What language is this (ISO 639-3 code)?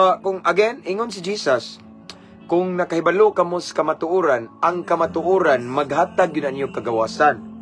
ceb